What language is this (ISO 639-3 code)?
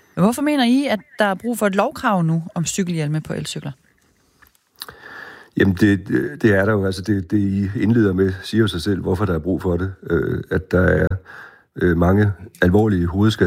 dan